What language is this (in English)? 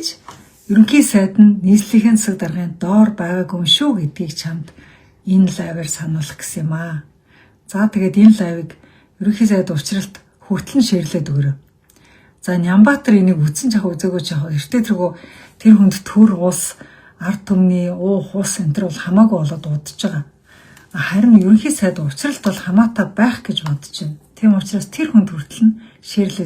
Mongolian